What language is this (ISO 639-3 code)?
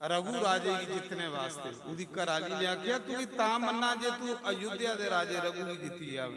doi